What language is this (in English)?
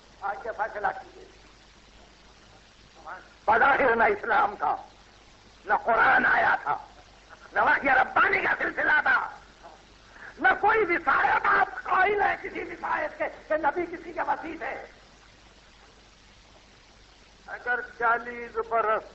Urdu